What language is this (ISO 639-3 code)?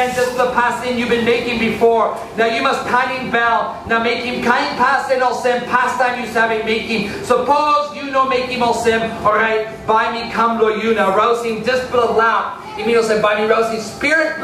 tpi